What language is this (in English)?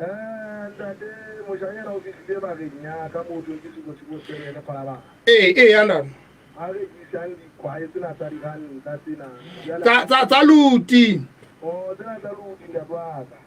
Southern Sotho